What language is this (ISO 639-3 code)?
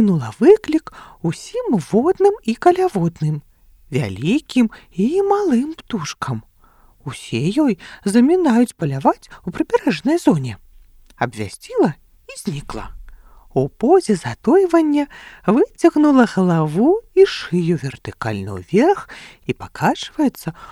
bel